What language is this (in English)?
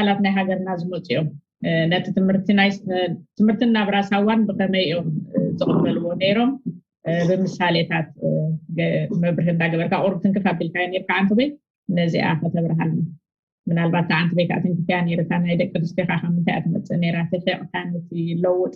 Tigrinya